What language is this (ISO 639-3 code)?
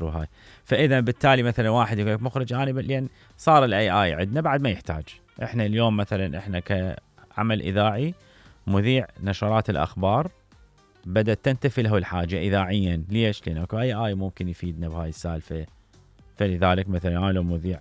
acm